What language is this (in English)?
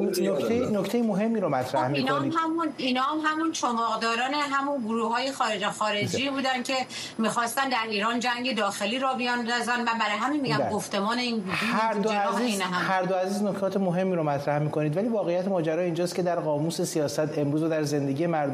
Persian